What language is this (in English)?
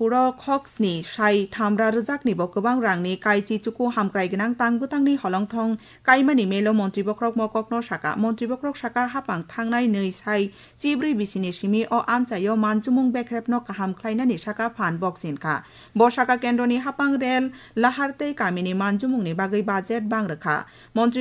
Kok Borok